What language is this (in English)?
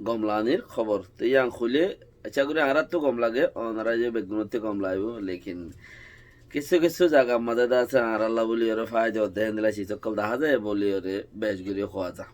Rohingya